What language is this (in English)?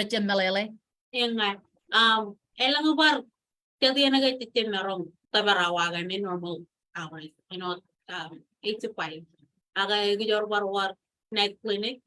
Marshallese